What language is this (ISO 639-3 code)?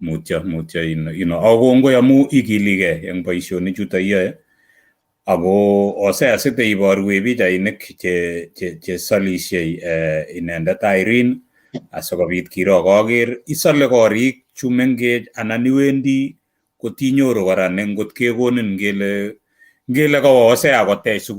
kln